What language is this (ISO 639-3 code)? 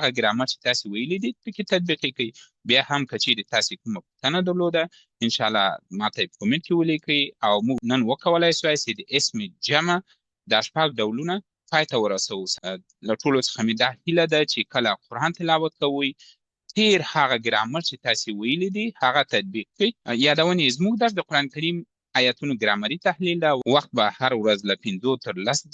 pus